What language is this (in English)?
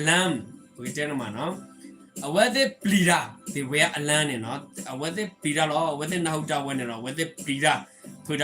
S'gaw Karen